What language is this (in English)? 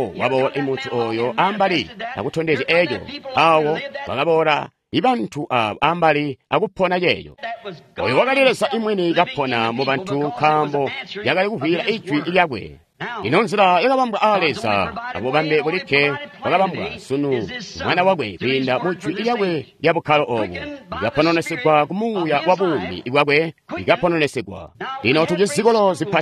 Tonga (Zambia)